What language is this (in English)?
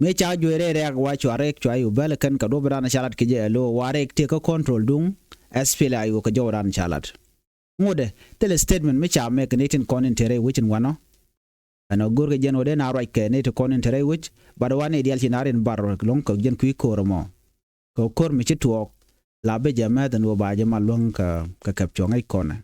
Nuer